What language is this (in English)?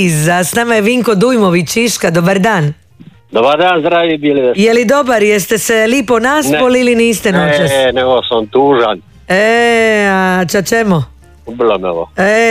Croatian